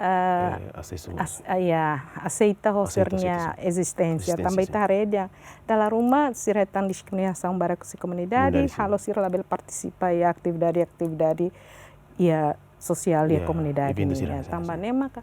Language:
Tetum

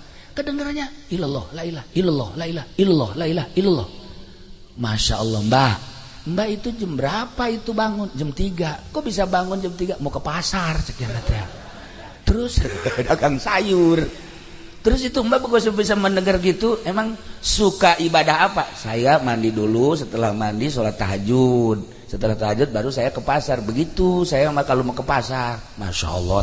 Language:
Sundanese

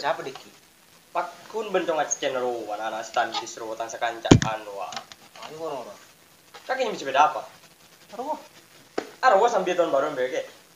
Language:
Madurese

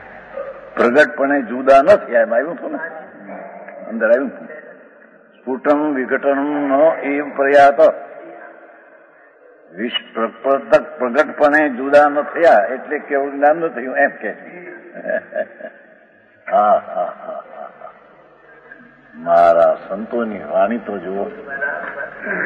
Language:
Gujarati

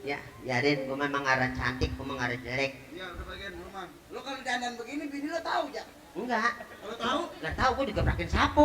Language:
Betawi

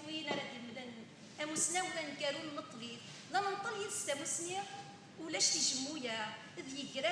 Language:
Kabyle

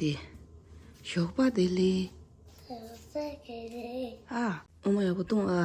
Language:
Tibetan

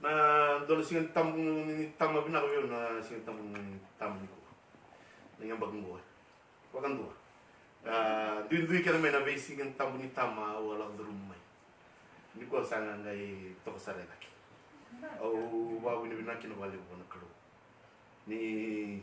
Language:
Fijian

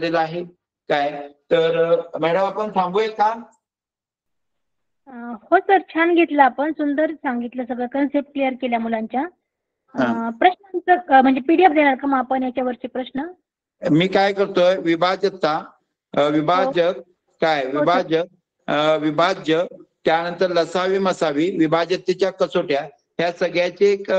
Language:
Marathi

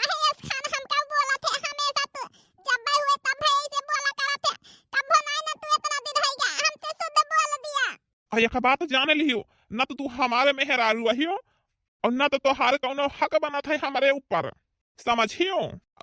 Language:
Awadhi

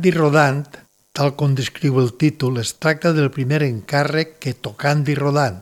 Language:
Catalan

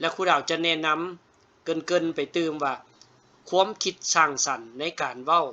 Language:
Lao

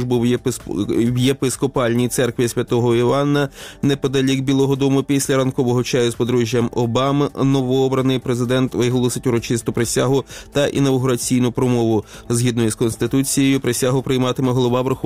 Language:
Ukrainian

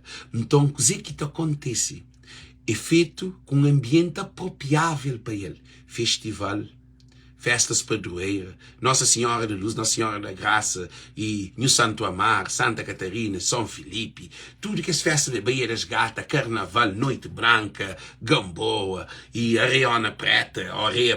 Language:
Kabuverdianu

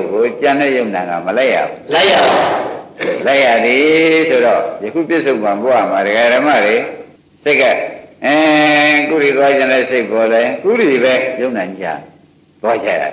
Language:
Burmese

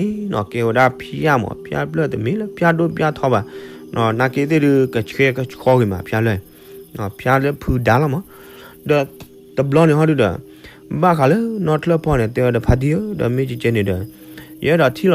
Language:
S'gaw Karen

